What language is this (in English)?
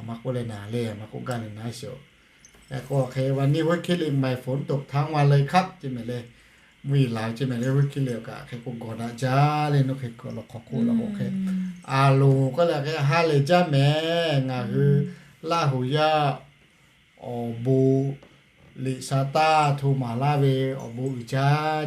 Lahu